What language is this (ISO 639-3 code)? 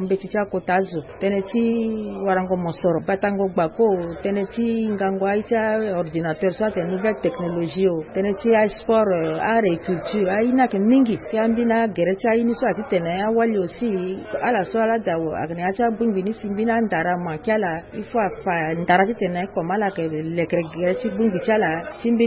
sag